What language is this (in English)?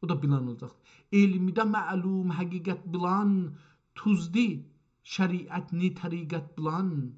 South Azerbaijani